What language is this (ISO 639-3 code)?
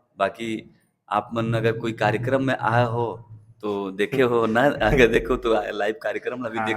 hne